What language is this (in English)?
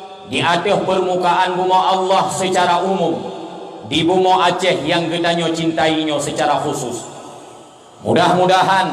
Achinese